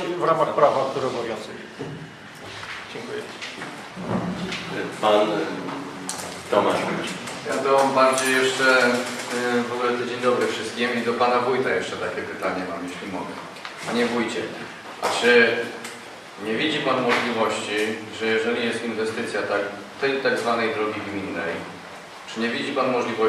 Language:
Polish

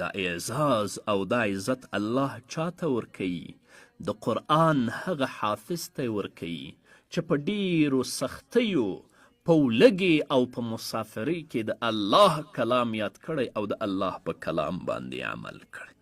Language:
Pashto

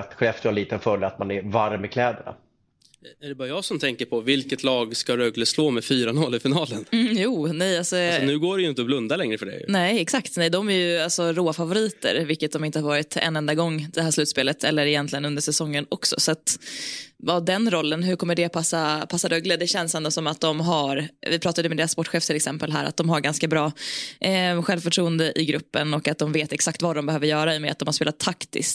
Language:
Swedish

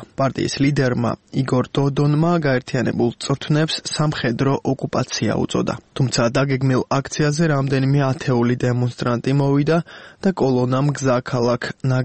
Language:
Georgian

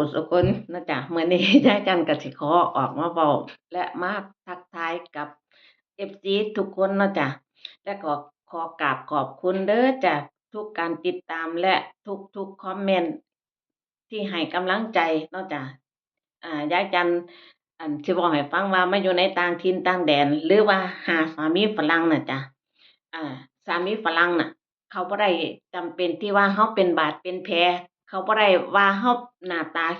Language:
Northeastern Thai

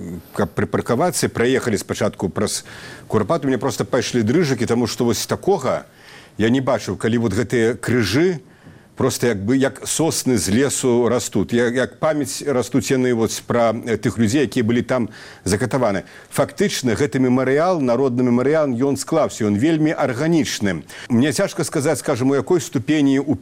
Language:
Belarusian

